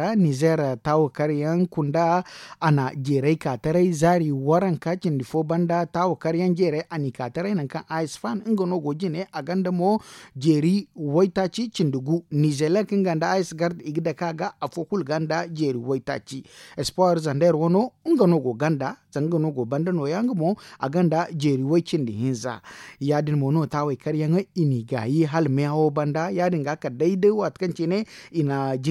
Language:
Zarma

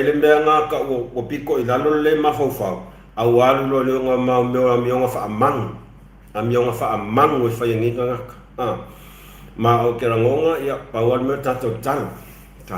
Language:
Samoan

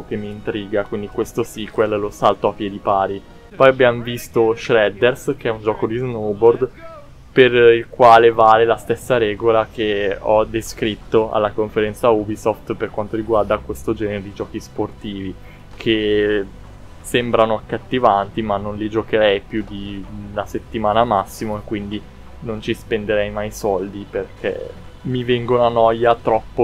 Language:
Italian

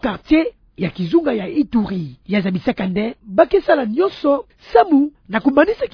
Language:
Kituba (Democratic Republic of Congo)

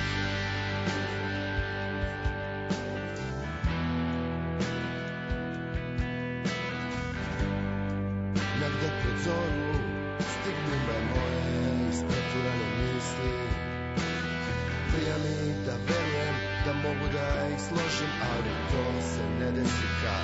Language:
Serbian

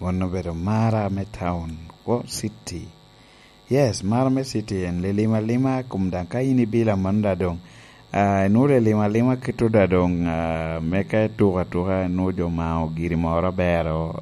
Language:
Lango (Uganda)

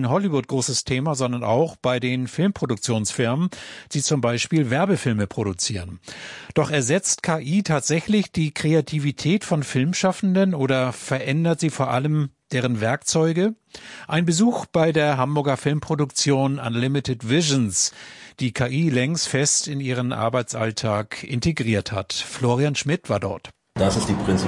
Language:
German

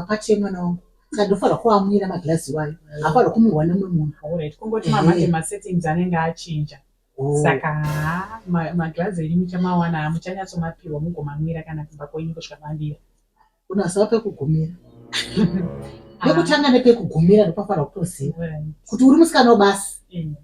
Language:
Shona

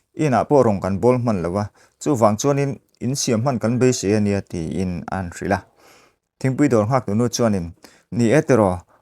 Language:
Mizo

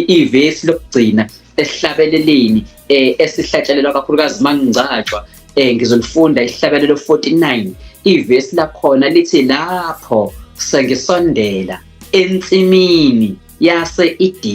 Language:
Zulu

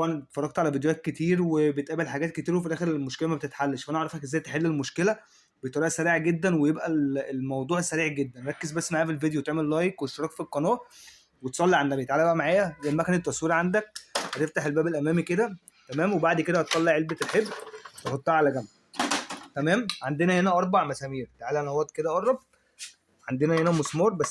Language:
Egyptian Arabic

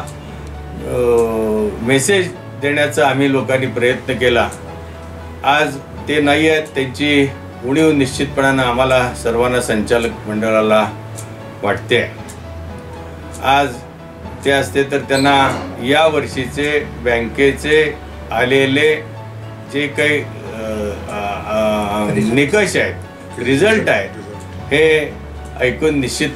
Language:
Marathi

